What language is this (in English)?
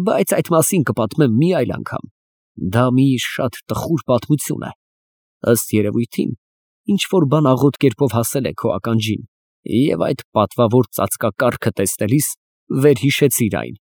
Armenian